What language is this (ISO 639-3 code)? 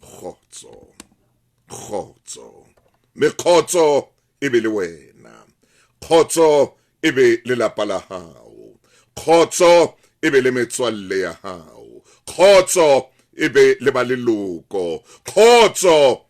sot